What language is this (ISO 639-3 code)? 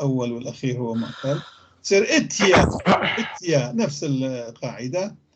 apc